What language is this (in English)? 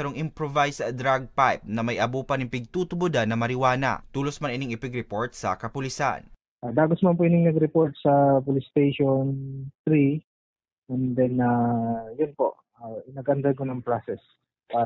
Bikol